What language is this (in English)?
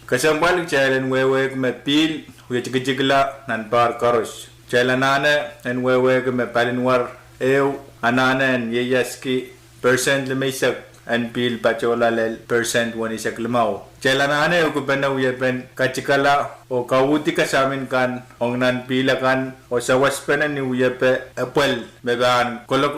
Pohnpeian